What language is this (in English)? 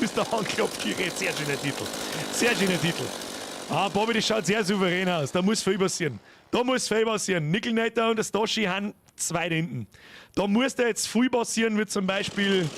Bavarian